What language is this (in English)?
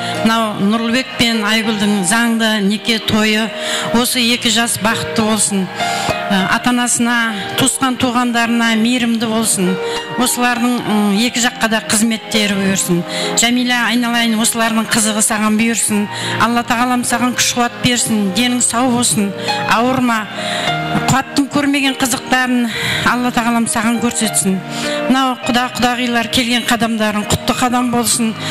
Kara-Kalpak